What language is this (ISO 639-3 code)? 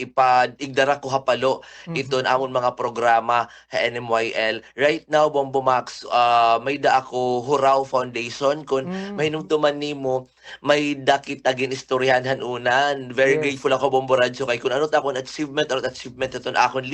war